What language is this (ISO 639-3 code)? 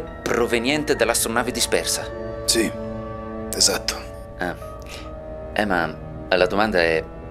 ita